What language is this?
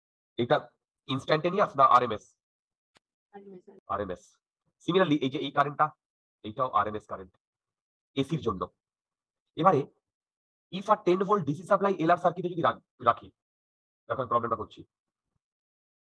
Bangla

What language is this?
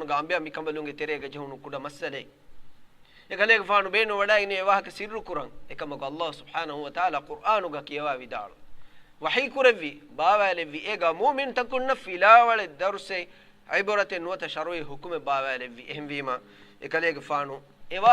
Divehi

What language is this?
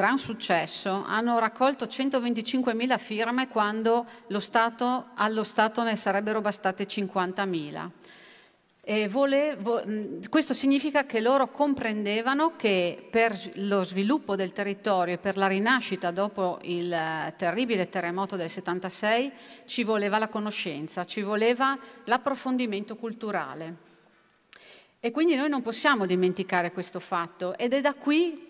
Italian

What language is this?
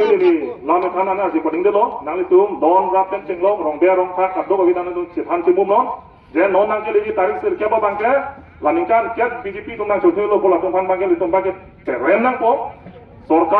Karbi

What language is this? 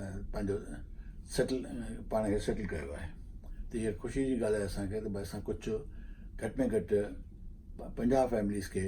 Sindhi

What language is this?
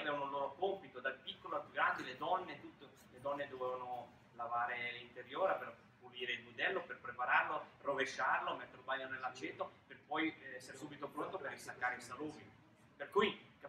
Italian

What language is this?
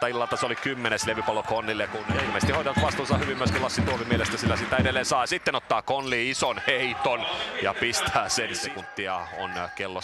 Finnish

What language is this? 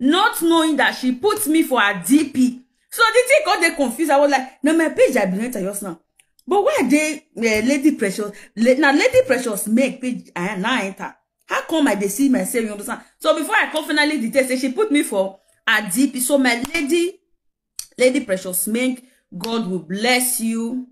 Nigerian Pidgin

